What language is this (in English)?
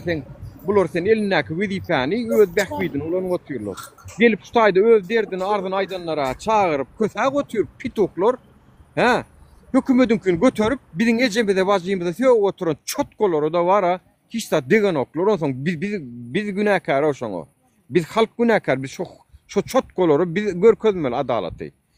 Turkmen